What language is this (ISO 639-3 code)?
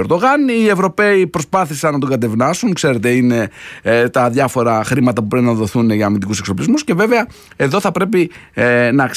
ell